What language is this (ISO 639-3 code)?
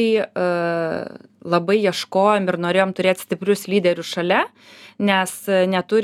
lit